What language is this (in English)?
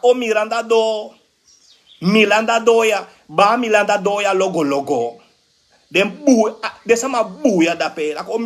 Sranan Tongo